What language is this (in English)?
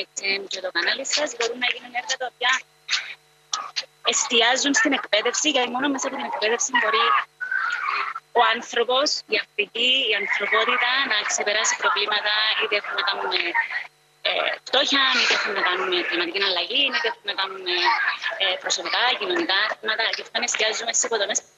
Greek